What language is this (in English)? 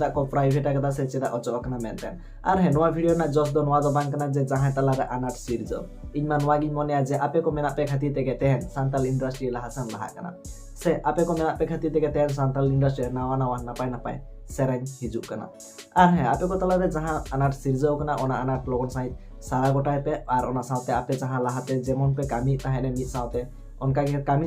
Santali